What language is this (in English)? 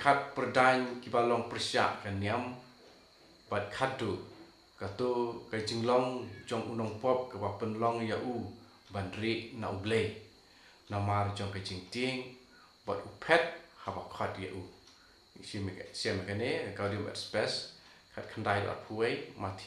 Khasi